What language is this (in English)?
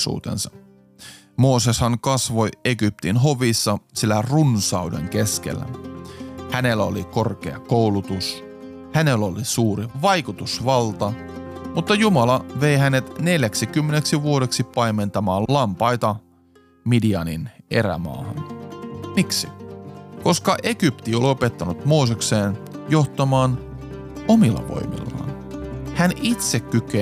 Finnish